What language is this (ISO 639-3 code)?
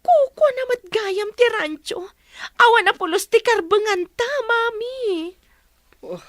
ilo